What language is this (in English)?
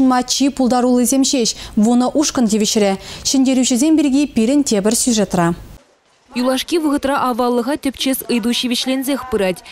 Chuvash